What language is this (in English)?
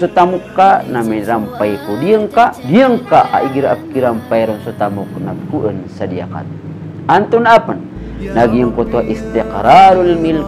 Maranao